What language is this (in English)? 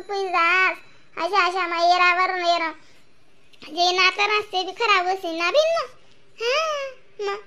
Khandesi